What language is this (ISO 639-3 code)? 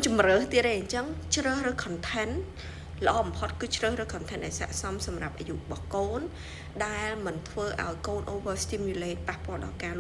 khm